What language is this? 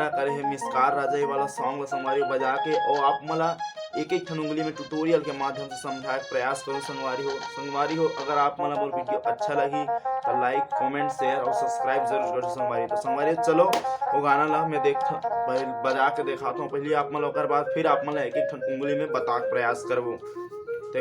Chhattisgarhi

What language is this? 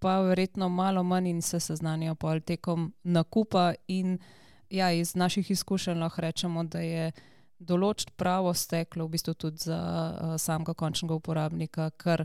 Slovenian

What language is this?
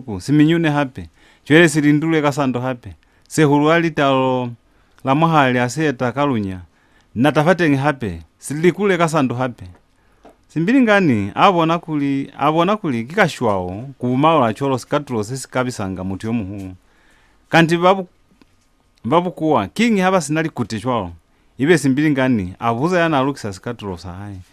Lozi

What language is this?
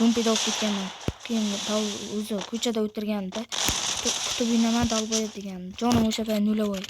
Uzbek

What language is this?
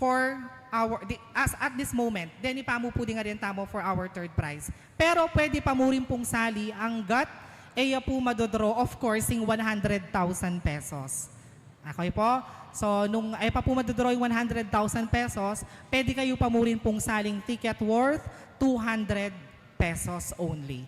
Pampanga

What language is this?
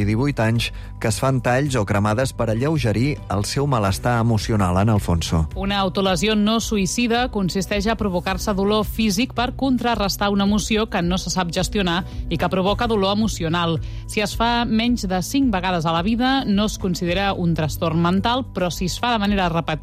Catalan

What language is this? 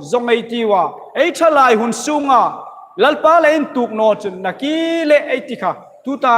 Hmar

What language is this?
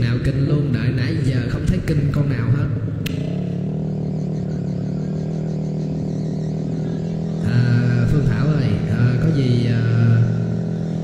Vietnamese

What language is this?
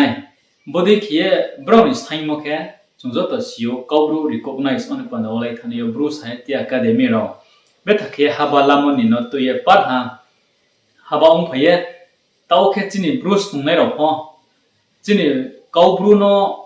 Riang (India)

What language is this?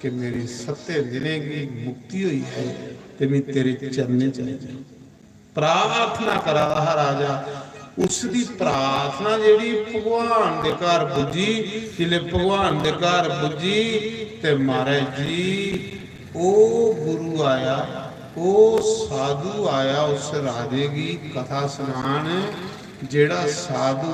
Dogri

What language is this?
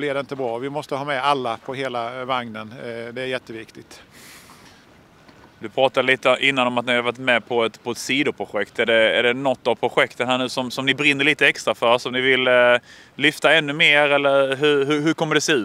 Swedish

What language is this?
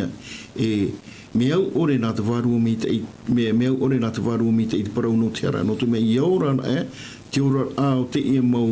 Tahitian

